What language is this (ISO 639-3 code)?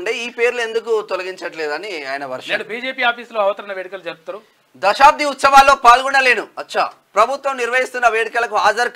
tel